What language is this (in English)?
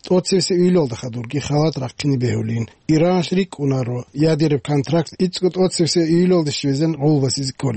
Avaric